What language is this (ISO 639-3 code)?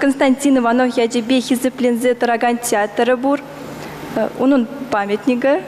chv